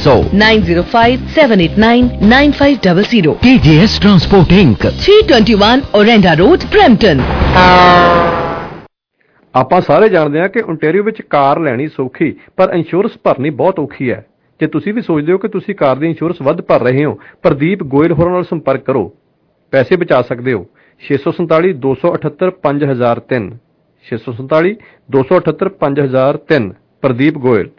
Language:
Punjabi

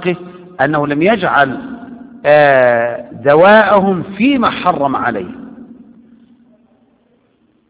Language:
Arabic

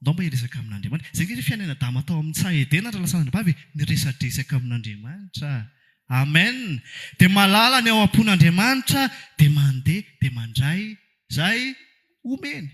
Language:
Malagasy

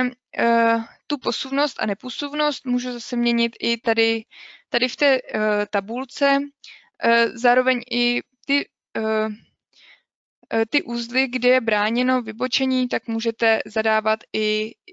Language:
Czech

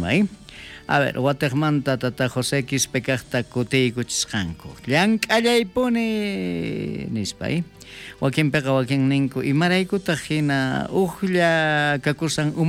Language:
South Bolivian Quechua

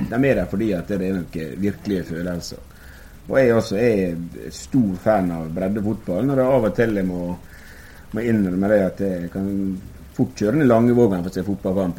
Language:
Norwegian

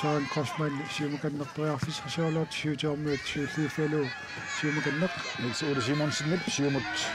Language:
Kalaallisut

